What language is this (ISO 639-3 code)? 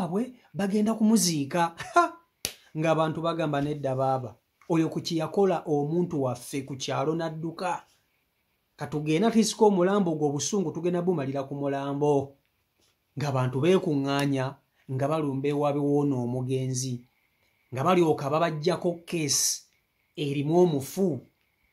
lug